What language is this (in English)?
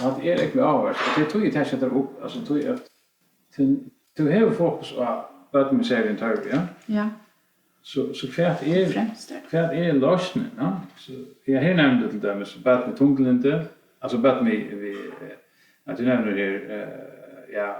Faroese